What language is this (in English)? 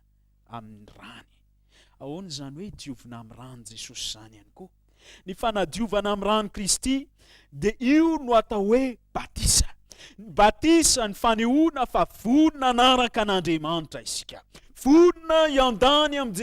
Malagasy